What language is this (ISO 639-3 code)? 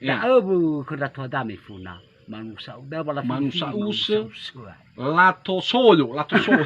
nia